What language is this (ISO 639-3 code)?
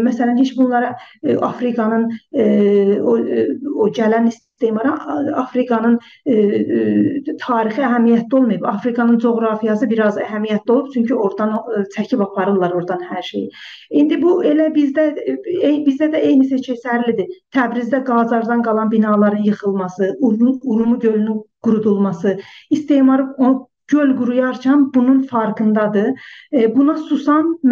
azb